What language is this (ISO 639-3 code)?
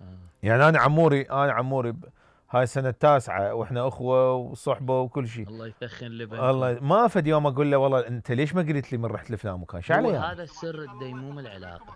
acm